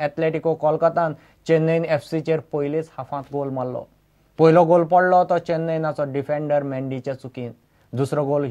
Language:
Konkani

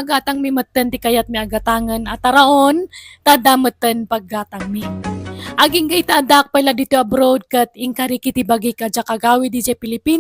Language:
Iloko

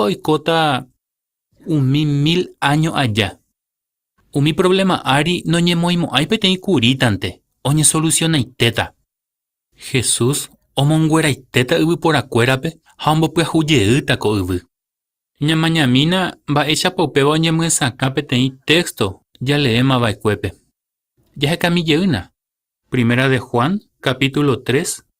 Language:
Guarani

